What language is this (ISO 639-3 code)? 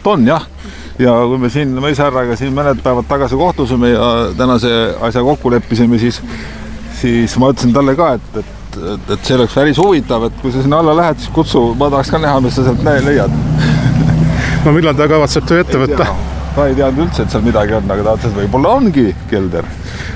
est